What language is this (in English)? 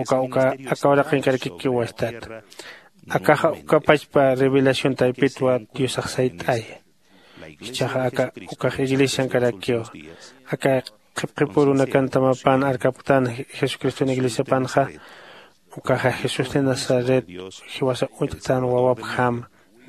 Aymara